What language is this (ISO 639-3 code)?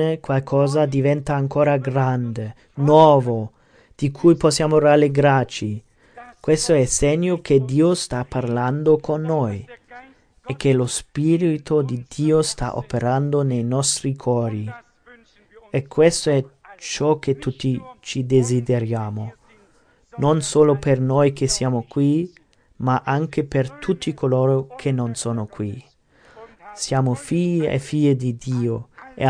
ita